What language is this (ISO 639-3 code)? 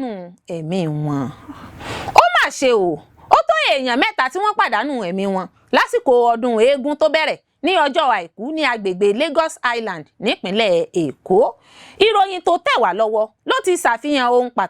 yor